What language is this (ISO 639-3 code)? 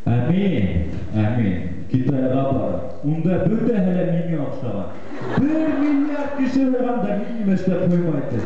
bak